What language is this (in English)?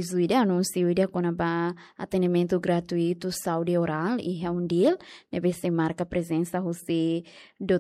Tetum